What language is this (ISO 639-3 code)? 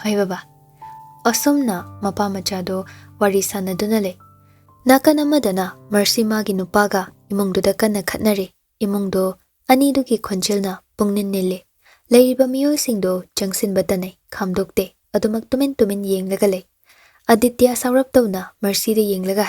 mni